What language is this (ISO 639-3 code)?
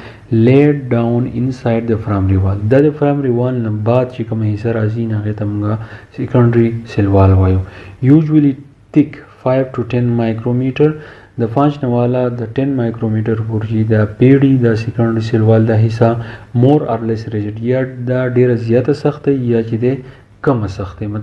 pus